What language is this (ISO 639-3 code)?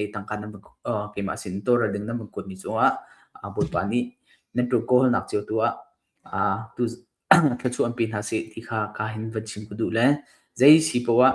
cnh